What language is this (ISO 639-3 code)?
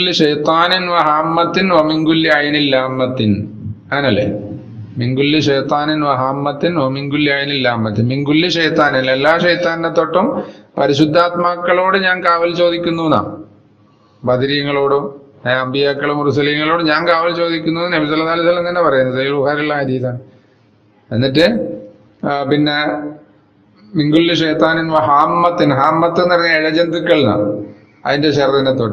mal